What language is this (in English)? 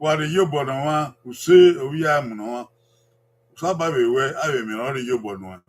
Bini